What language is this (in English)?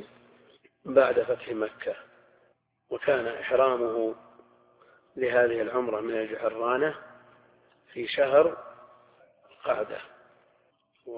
Arabic